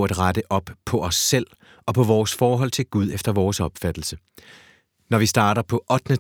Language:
Danish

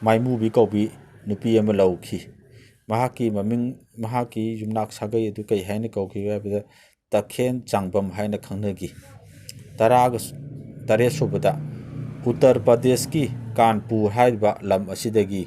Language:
Manipuri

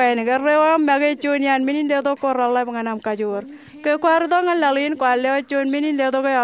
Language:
Marshallese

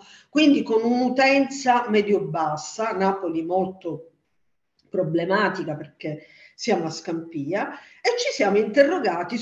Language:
Italian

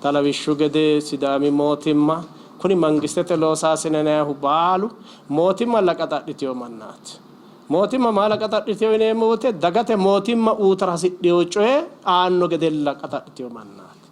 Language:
Sidamo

